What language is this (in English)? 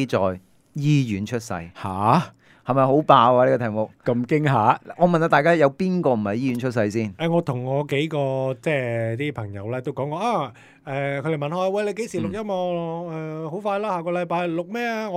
Cantonese